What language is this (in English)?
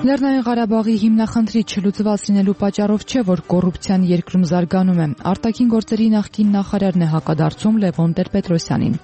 Armenian